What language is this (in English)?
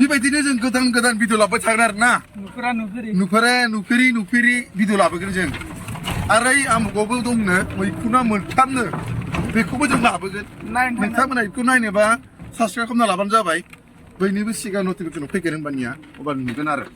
Bodo